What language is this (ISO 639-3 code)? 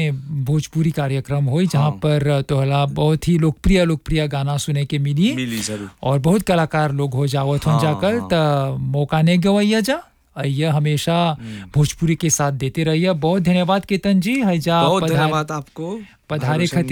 bho